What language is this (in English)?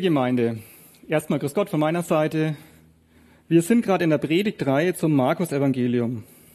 German